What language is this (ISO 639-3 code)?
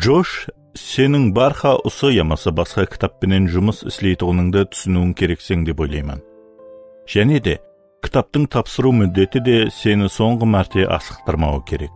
kaa